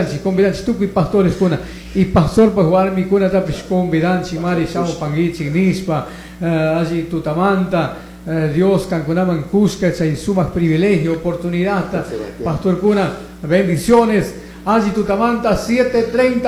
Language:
Chimborazo Highland Quichua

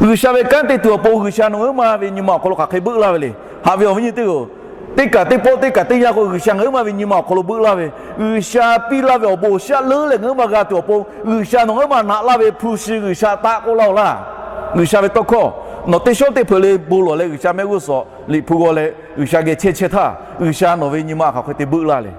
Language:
Lahu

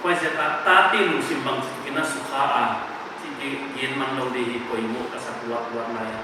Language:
Paite Chin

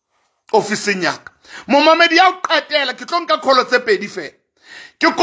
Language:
Southern Sotho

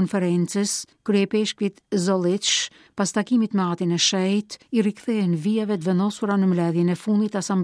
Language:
Albanian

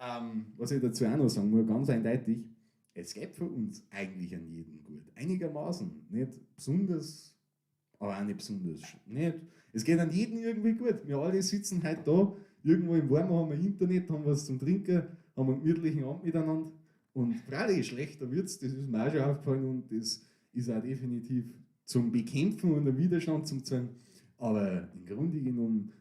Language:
Bavarian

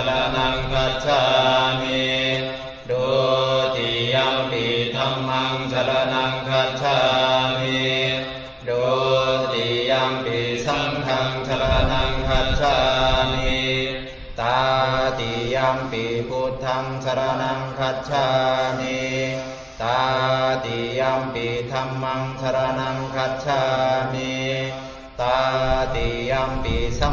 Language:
Pali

